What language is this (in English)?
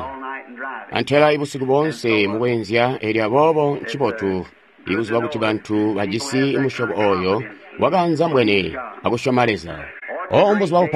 Tonga (Zambia)